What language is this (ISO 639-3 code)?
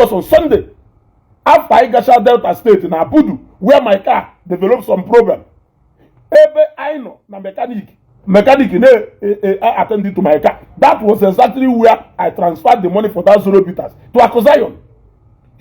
ibo